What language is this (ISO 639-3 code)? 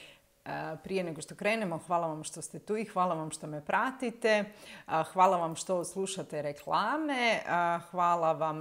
hrv